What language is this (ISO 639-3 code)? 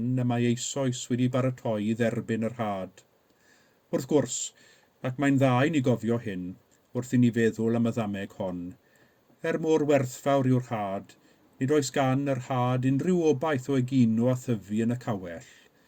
cym